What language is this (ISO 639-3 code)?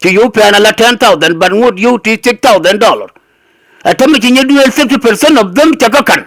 nus